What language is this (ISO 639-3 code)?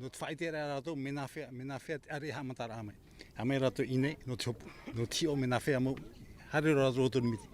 tah